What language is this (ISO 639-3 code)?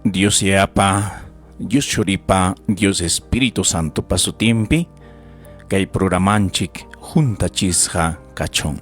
quy